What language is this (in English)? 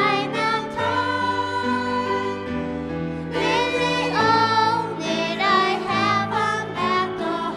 Faroese